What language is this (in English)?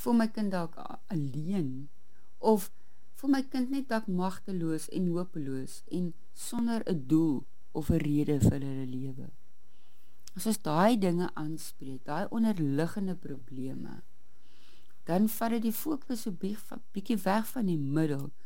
Afrikaans